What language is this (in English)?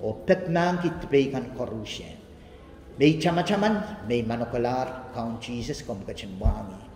Pohnpeian